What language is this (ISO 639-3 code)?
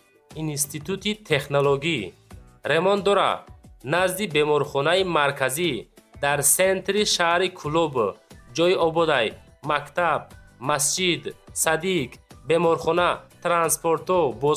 tgk